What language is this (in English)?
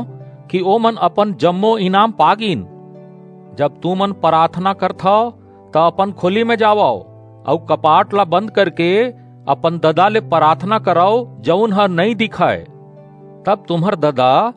Chhattisgarhi